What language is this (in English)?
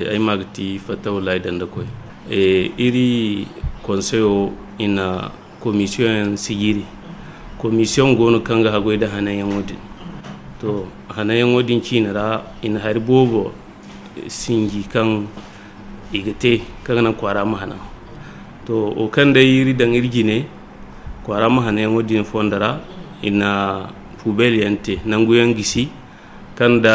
Zarma